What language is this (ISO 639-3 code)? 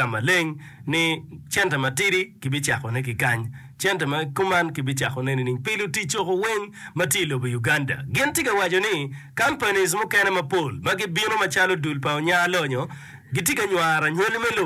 ach